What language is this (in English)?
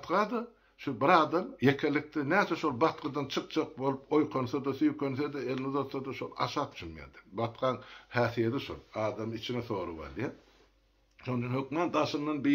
Turkmen